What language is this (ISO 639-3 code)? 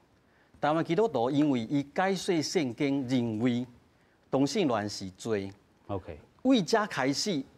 nan